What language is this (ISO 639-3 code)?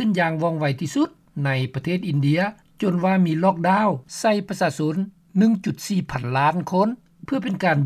lao